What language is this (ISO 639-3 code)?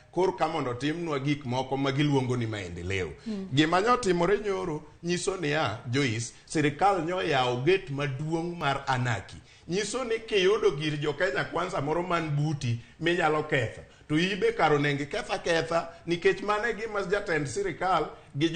luo